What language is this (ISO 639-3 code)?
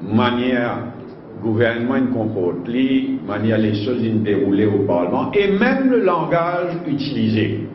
mfe